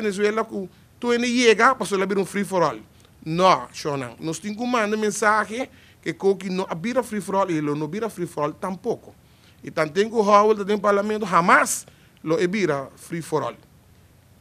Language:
Papiamento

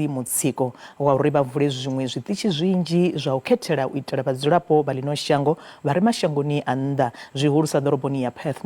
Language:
Venda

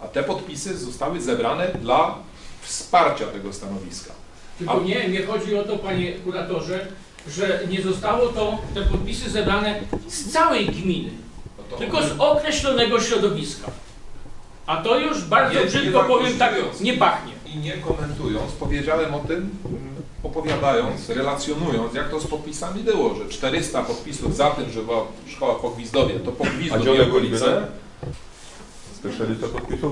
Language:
Polish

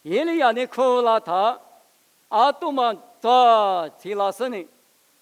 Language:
Lisu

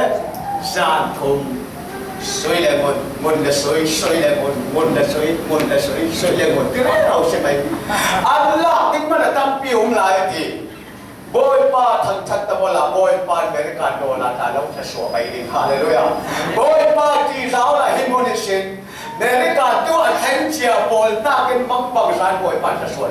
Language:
Falam Chin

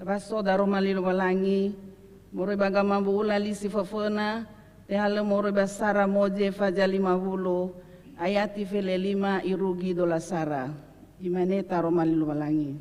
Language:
Nias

